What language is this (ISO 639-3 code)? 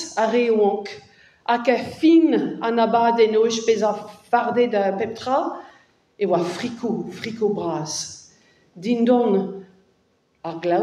bre